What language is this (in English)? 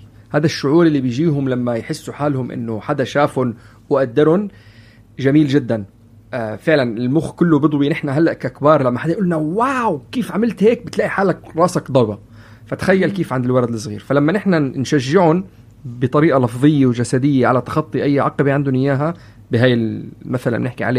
North Levantine Arabic